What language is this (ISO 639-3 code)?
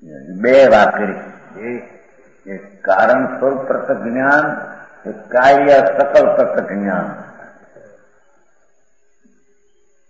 guj